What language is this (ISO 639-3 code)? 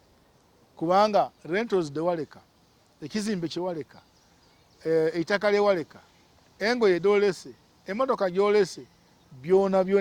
lug